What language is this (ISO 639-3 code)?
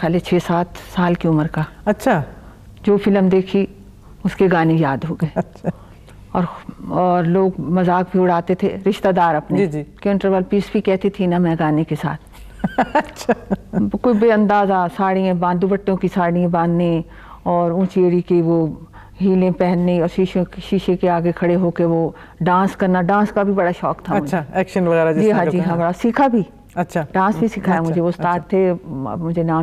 urd